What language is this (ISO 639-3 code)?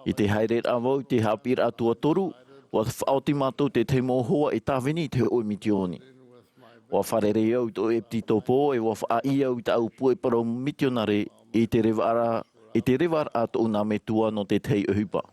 tah